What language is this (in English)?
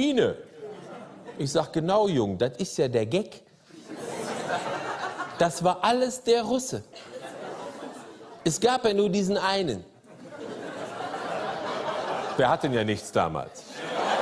German